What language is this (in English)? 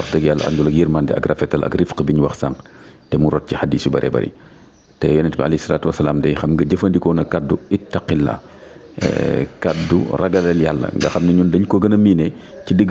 Wolof